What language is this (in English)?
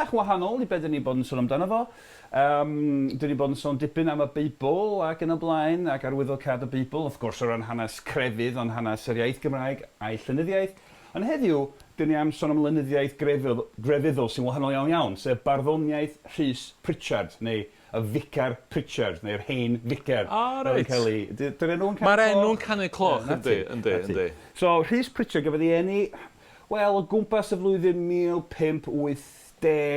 Welsh